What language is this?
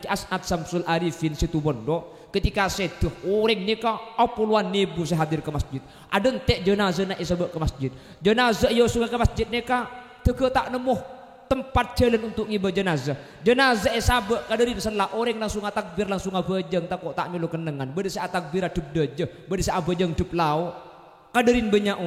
Madurese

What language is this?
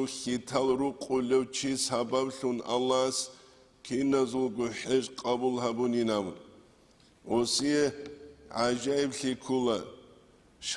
Avaric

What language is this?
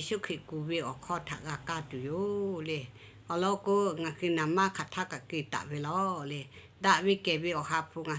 Lahu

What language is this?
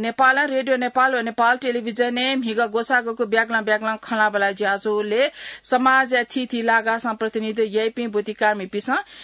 Newari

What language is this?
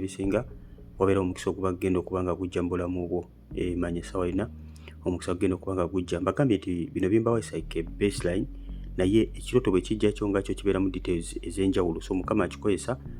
Ganda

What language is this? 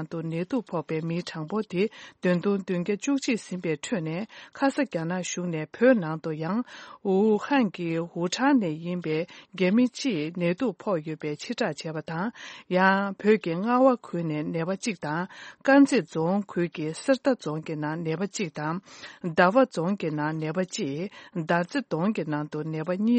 Tibetan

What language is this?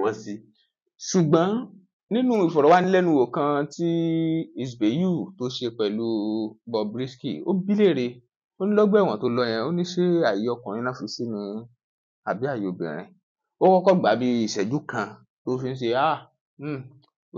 Yoruba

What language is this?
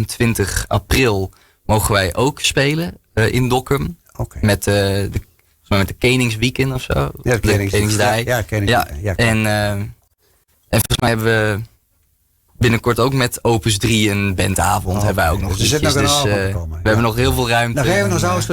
Western Frisian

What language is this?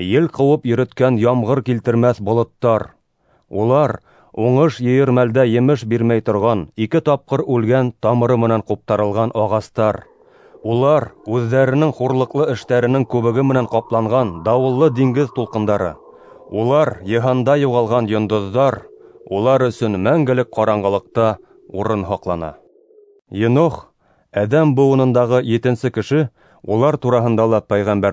Bashkir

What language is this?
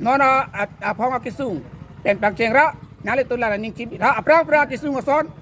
Karbi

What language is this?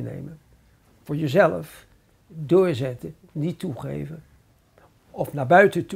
Dutch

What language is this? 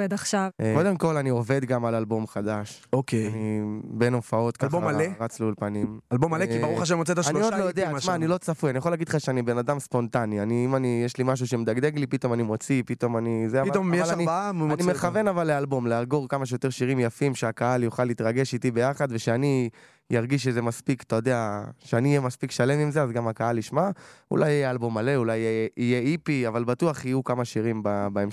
Hebrew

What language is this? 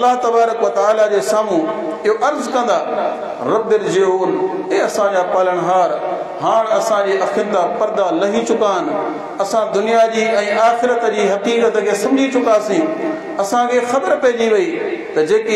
Sindhi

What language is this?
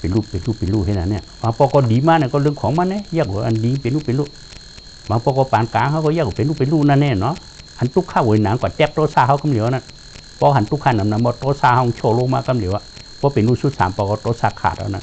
Shan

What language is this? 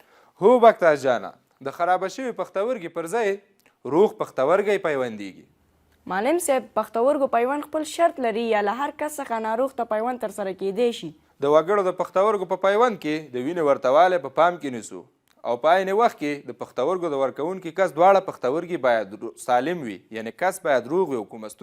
Pashto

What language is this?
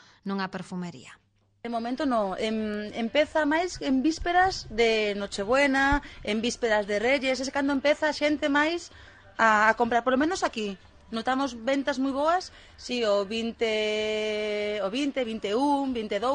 Galician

